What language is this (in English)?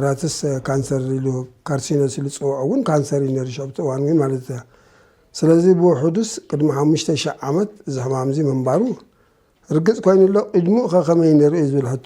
Tigrinya